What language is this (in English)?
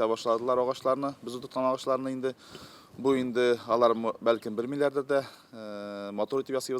Tatar